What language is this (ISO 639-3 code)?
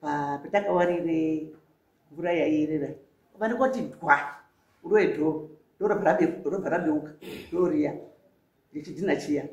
sna